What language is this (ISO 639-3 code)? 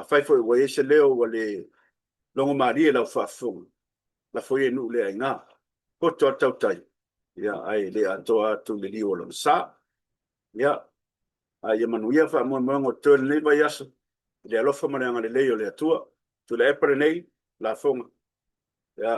smo